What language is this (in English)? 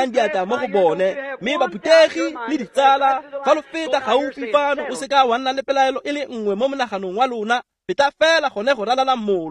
Tswana